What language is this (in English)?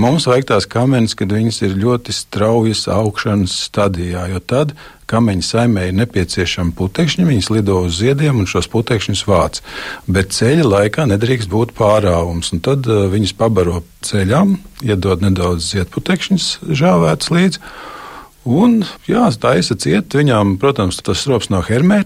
Latvian